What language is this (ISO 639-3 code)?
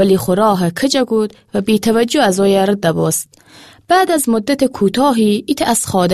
glk